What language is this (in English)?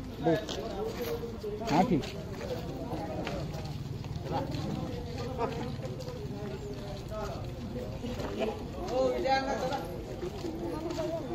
Marathi